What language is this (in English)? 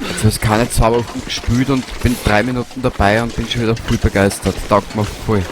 Bavarian